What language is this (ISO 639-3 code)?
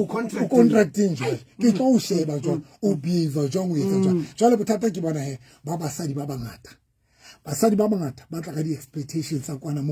sot